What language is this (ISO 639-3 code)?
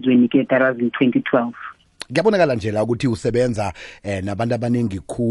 xho